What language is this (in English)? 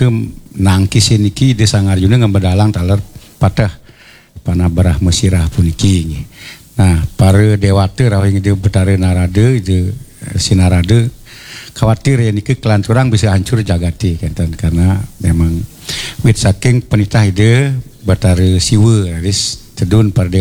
Balinese